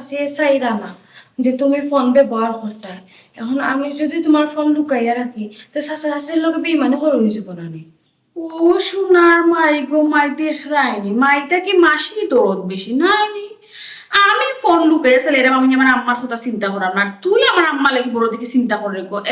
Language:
Sylheti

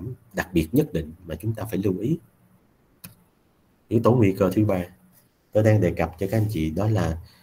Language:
Vietnamese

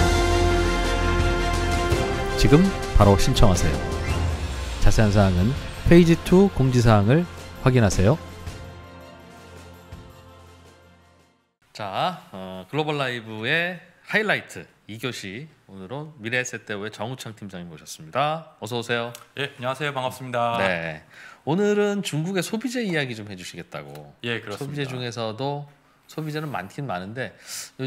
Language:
Korean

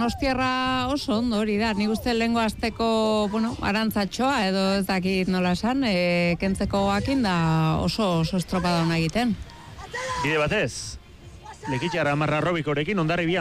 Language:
Basque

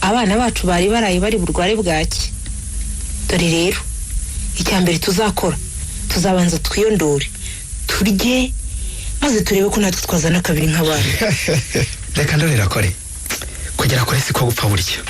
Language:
Kinyarwanda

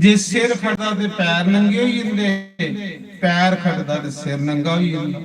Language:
Dogri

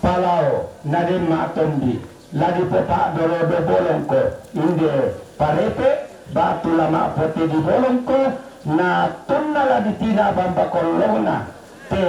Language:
Toraja-Sa'dan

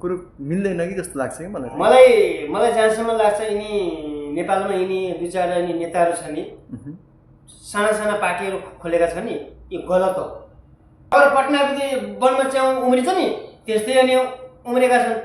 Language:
Nepali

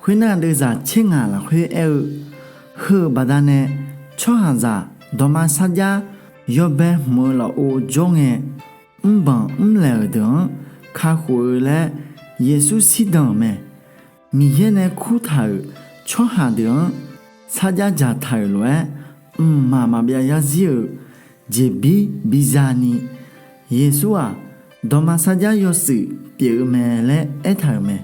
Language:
Akha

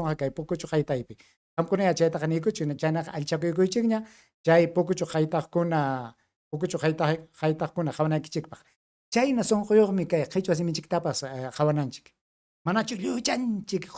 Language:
Ayacucho Quechua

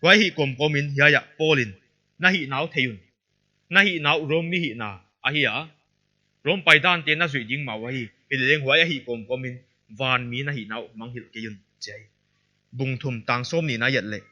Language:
Paite Chin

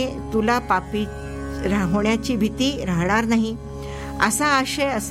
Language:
Marathi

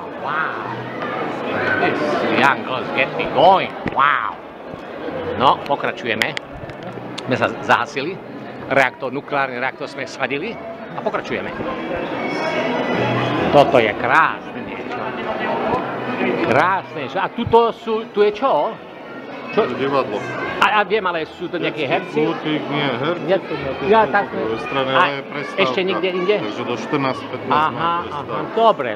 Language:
Slovak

